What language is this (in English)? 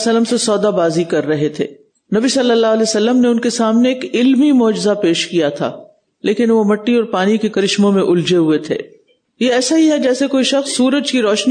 Urdu